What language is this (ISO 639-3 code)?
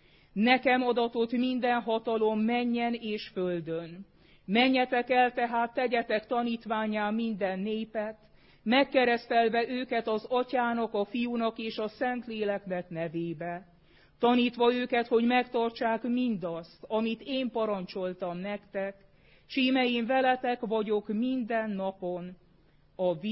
hun